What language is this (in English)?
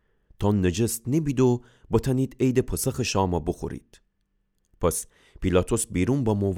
Gilaki